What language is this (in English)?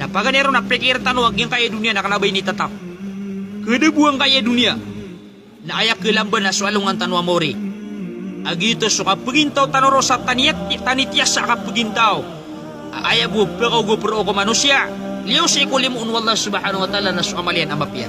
Maranao